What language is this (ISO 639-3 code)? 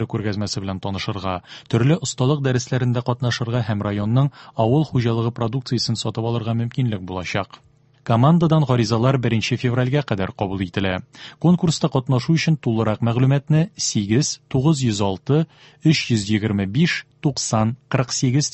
tat